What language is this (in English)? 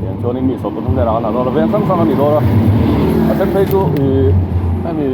Mizo